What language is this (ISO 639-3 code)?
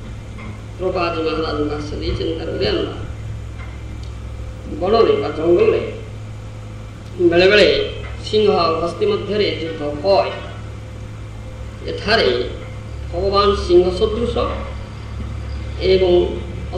ori